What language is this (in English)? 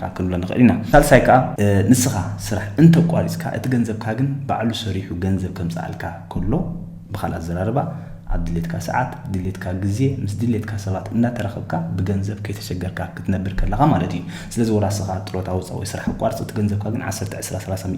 Tigrinya